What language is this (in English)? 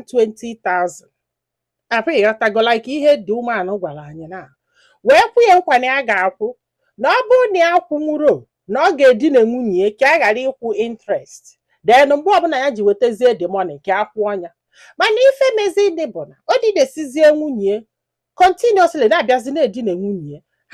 Igbo